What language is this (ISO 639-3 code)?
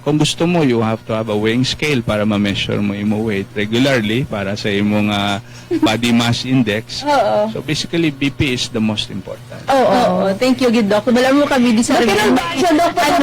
hil